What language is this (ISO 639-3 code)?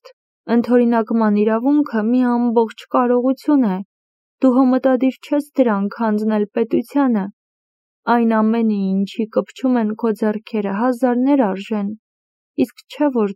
hye